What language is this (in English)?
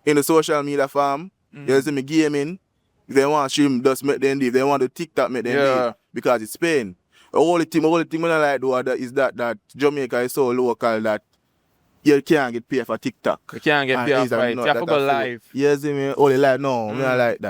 Jamaican Creole English